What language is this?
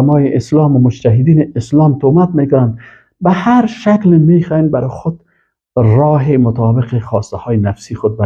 Persian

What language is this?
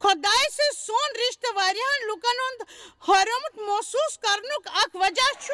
Kashmiri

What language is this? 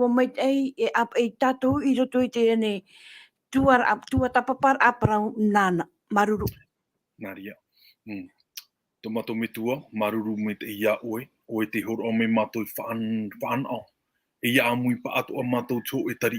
Tahitian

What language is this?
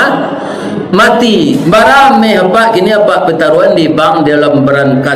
Minangkabau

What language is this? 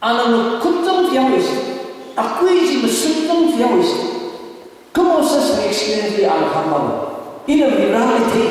Tangkhul Naga (India)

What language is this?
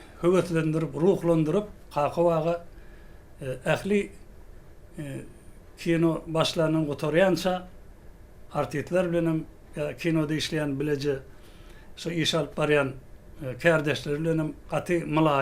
Turkmen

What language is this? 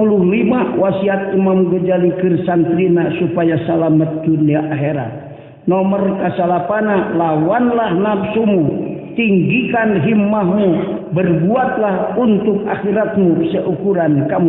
Sundanese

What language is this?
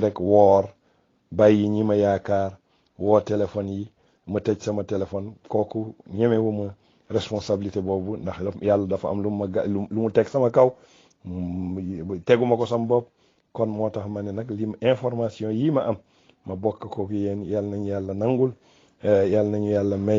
Wolof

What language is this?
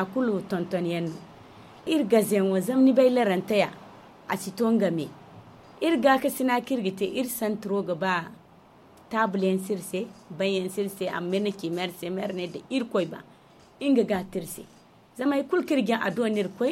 Zarma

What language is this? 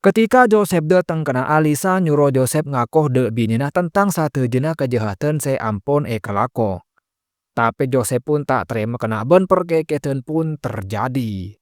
Madurese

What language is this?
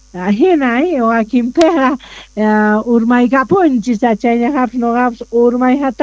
Quechua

